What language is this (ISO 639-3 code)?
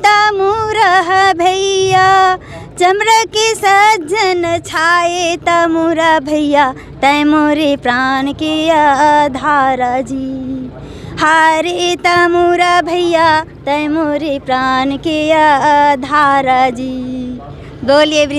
hne